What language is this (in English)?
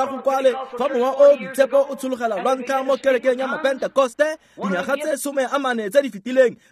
Tswana